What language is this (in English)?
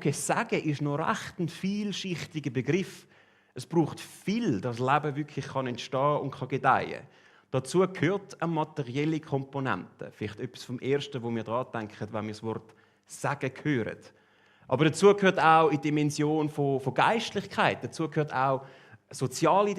Swiss German